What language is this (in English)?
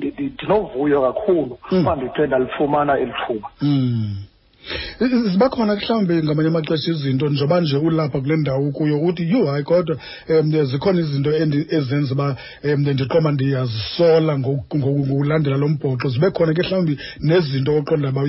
Xhosa